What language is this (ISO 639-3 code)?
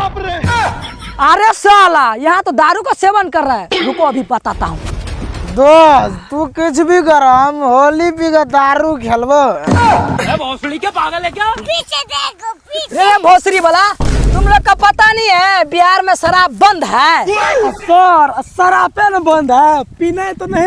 mai